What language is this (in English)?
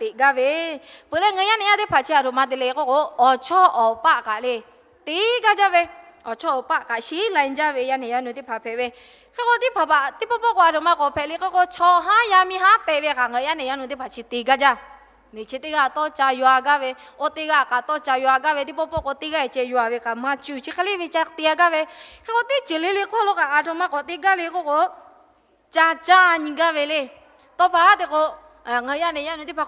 Lahu